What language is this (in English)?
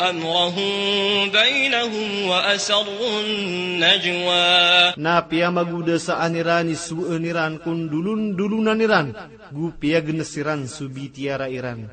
Maranao